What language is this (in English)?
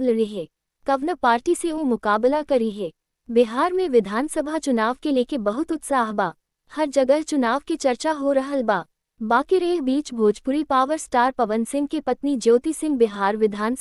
Bhojpuri